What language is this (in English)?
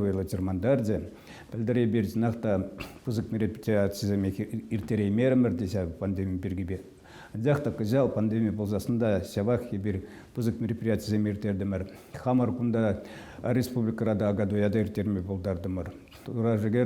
Chuvash